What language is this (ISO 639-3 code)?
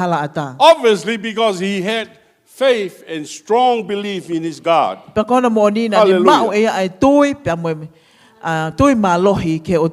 ton